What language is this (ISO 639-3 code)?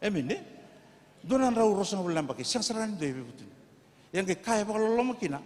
fij